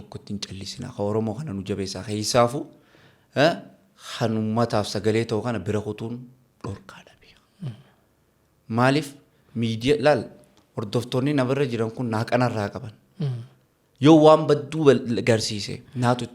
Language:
Oromo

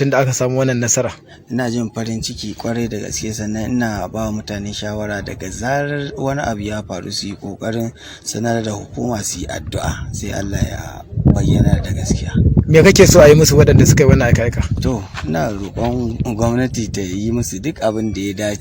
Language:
Hausa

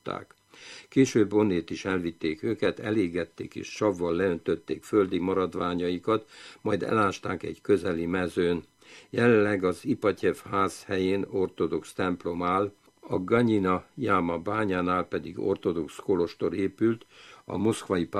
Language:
Hungarian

